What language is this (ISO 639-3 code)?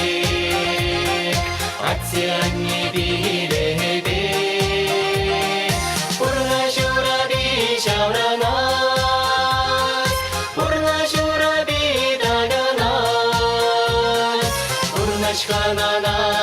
chv